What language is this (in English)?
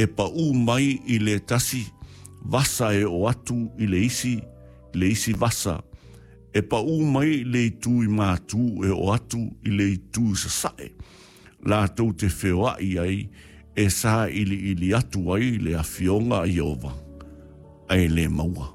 Samoan